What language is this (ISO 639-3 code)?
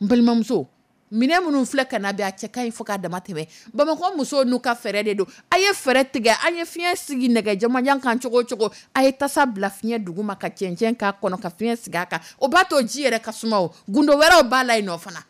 dyu